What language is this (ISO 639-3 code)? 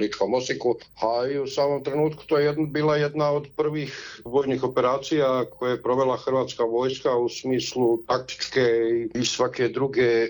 hrv